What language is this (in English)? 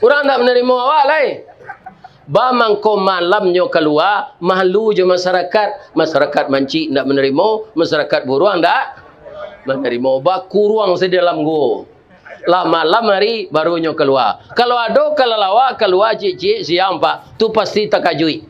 Minangkabau